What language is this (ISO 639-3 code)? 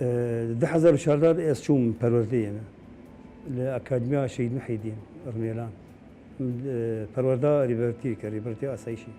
kur